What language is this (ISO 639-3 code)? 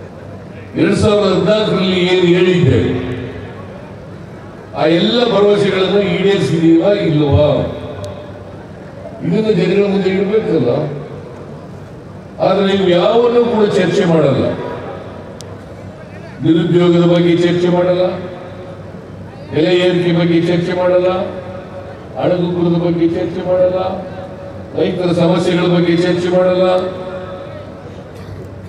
kan